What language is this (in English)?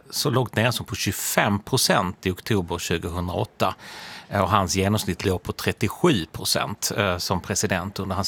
Swedish